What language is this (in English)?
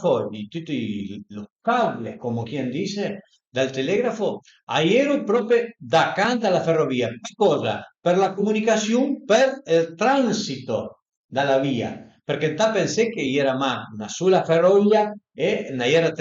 Piedmontese